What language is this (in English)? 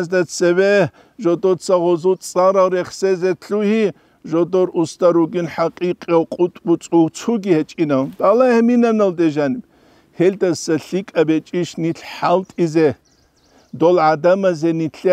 Avaric